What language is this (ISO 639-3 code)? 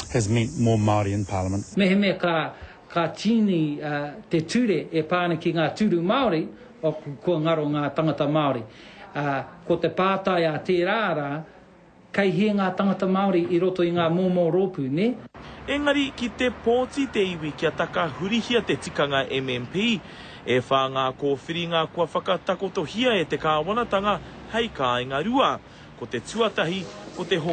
mri